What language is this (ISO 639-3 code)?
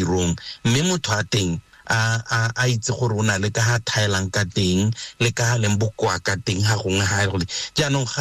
tsn